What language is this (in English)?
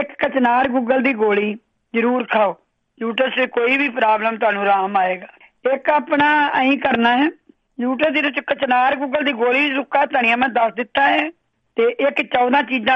Punjabi